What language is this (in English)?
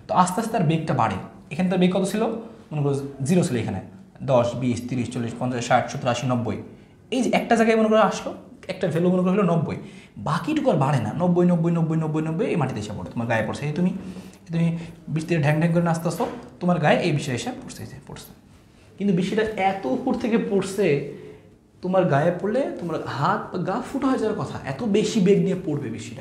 Bangla